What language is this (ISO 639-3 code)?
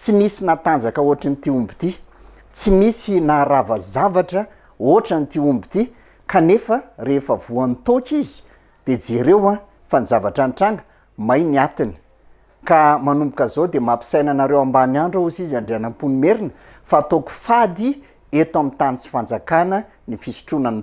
mlg